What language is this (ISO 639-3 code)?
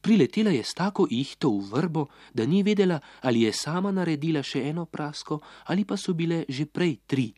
slv